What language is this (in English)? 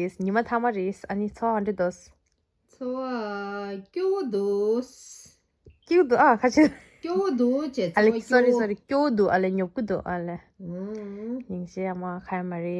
Tibetan